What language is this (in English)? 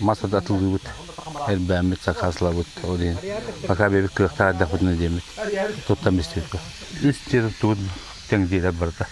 Yakut